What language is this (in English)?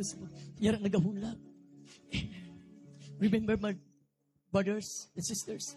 Hiligaynon